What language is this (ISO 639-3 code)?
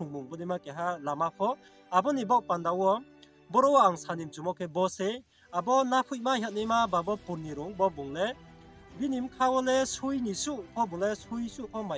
ria